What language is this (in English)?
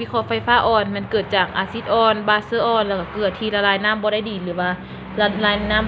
Lao